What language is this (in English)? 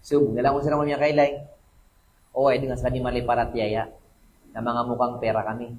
Maranao